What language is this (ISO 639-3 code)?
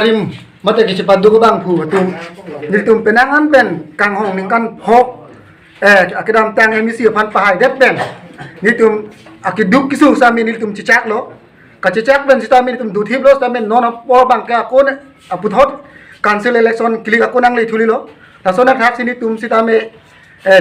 mjw